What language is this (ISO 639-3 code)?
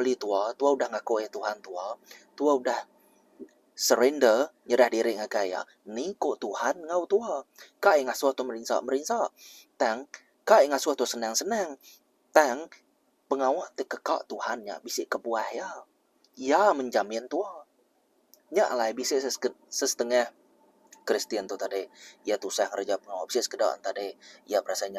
iba